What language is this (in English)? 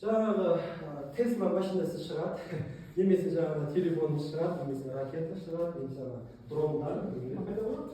Kazakh